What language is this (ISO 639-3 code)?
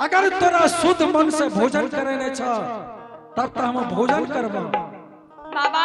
anp